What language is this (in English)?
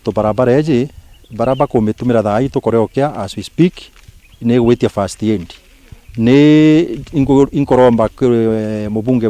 Meru